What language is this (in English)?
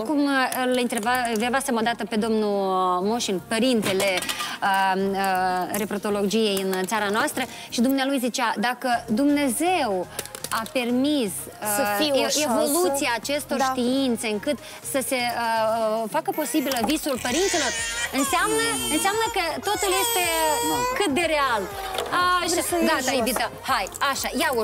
Romanian